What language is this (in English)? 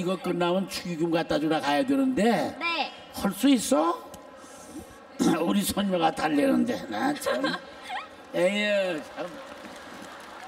Korean